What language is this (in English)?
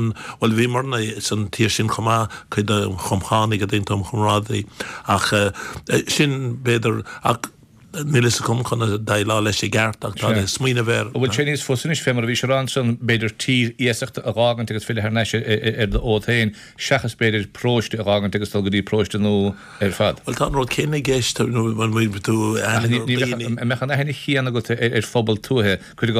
Irish